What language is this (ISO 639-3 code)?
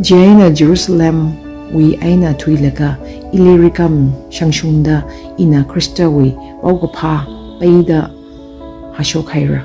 nmf